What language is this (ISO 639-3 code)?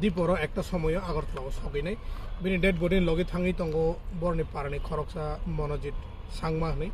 trp